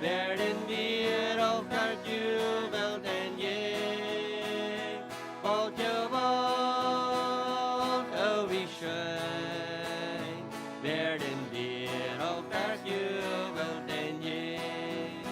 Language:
Plautdietsch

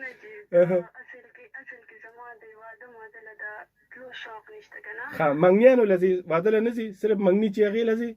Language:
Pashto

